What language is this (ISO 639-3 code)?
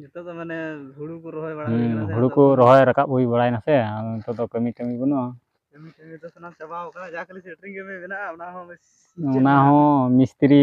sat